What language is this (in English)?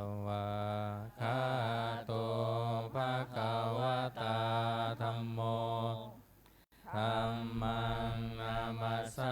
Pali